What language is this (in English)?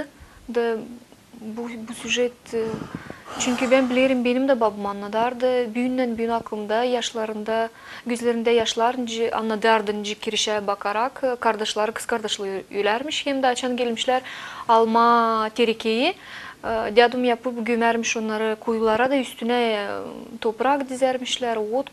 Gagauz